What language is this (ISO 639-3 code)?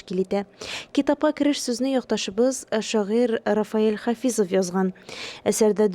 tat